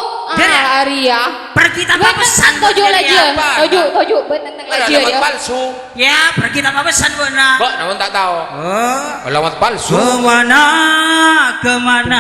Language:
Madurese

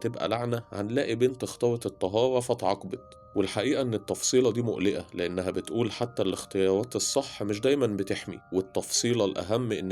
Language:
Egyptian Arabic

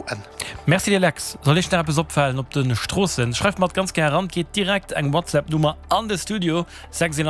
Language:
Luxembourgish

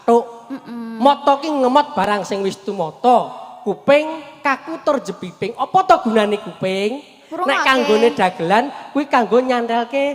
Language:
Javanese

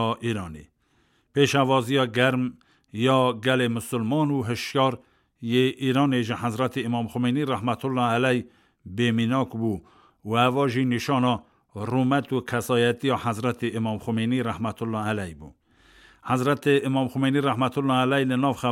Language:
Kurdish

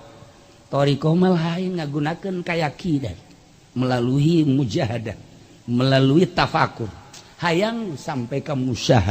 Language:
Sundanese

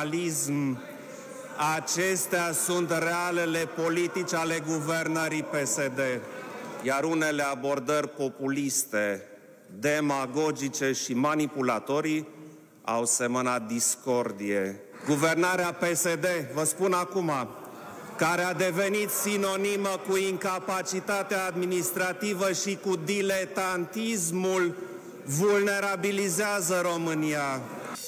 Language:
Romanian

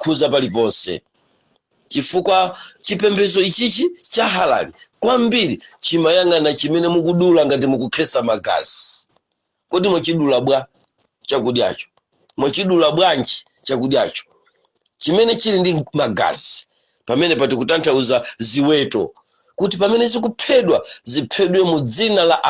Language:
Nyanja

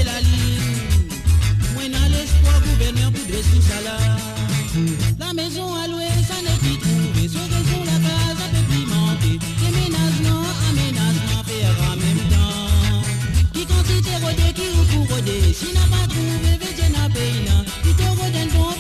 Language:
Morisyen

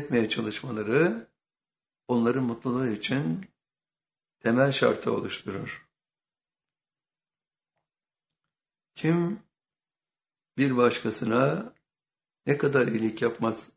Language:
Turkish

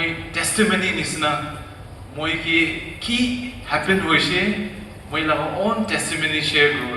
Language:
Naga Pidgin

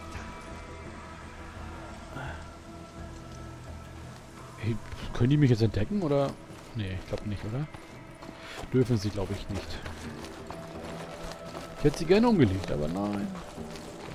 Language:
German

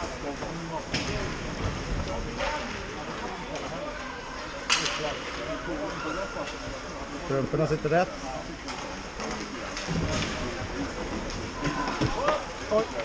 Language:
Swedish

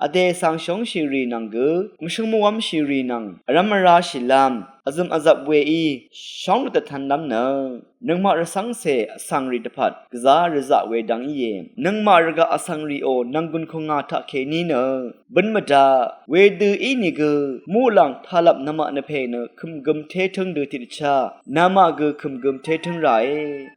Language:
Rawang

